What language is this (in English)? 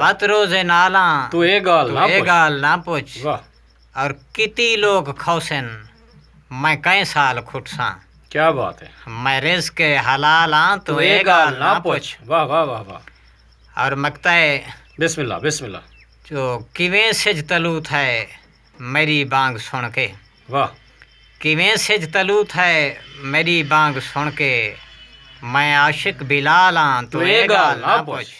Saraiki